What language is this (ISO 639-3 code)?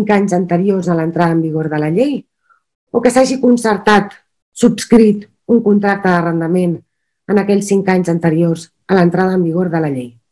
cat